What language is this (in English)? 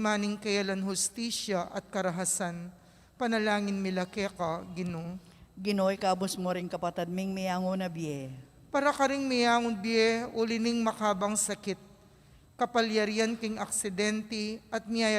Pampanga